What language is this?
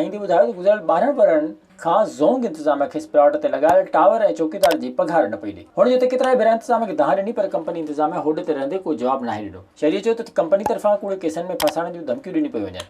Sindhi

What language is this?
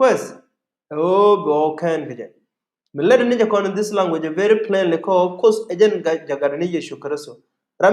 Nuer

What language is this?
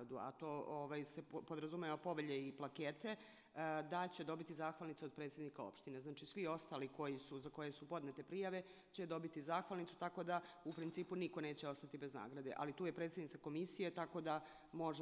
Serbian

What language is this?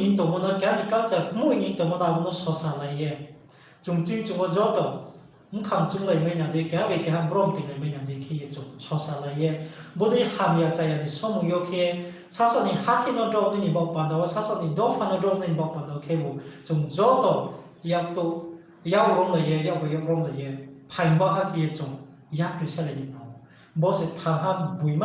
Riang (India)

